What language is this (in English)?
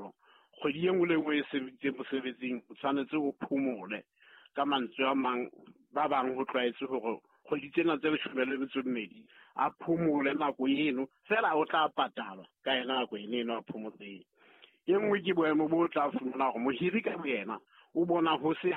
Southern Sotho